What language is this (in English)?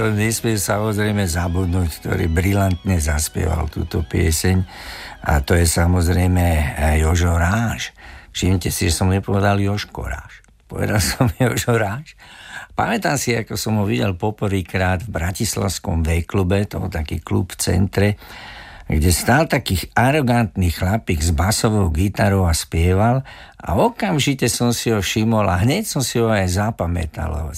Slovak